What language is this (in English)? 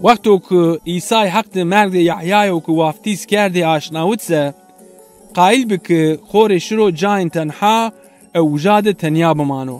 Zaza